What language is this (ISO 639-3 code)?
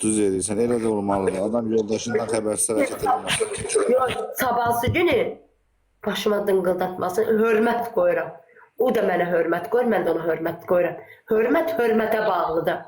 aze